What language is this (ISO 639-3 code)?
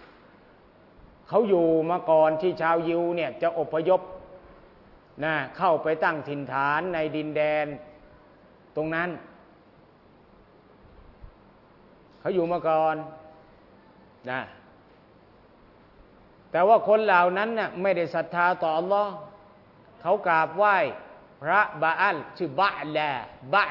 tha